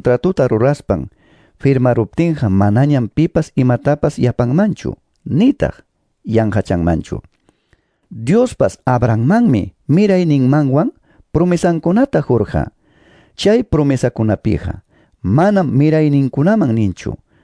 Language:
Quechua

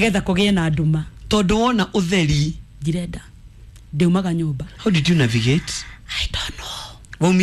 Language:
Kikuyu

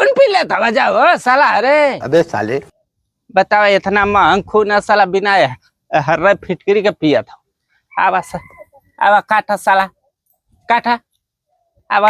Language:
Bhojpuri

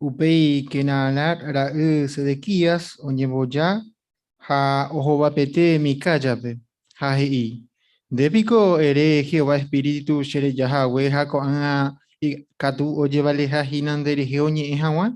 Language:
Guarani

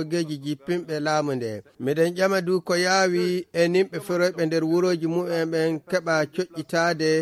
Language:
Fula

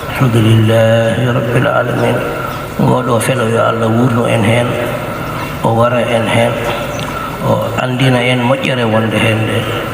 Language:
Fula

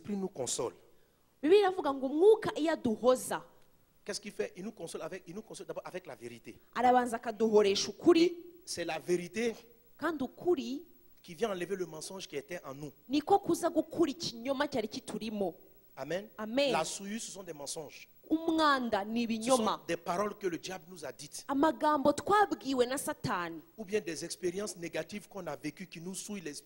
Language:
Kinyarwanda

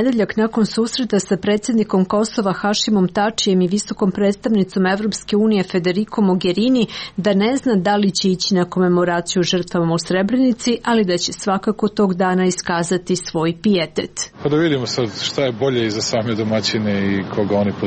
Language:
Serbian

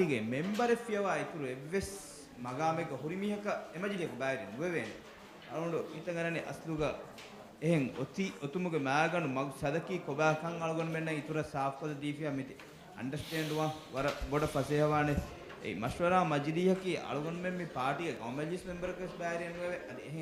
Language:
Divehi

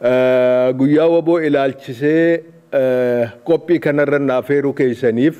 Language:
Oromo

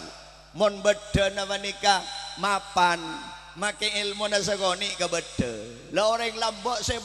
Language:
Madurese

